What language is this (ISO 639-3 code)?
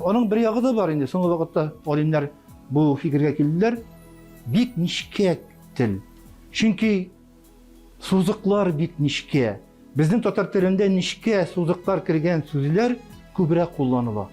tat